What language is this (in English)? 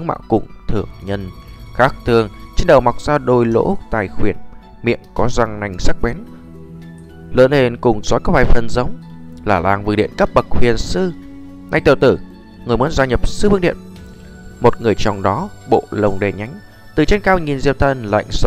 Vietnamese